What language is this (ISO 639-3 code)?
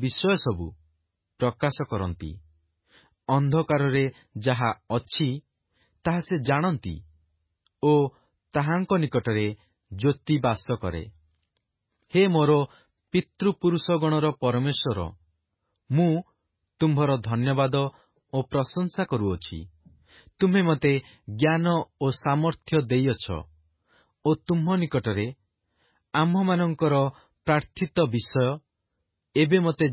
ori